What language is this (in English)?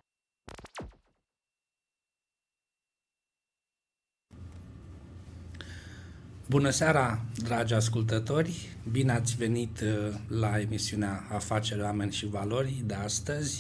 Romanian